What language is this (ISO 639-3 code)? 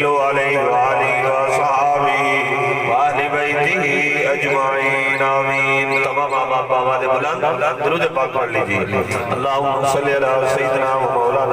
skr